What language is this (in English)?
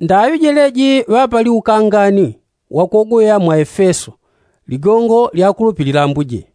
Yao